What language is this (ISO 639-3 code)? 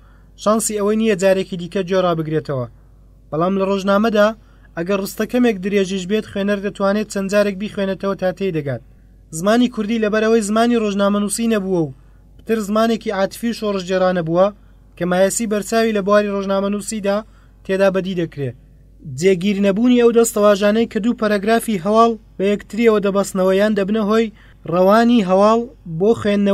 ckb